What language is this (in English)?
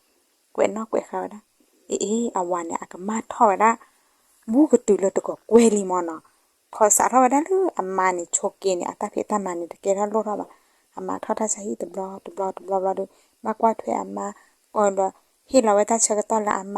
S'gaw Karen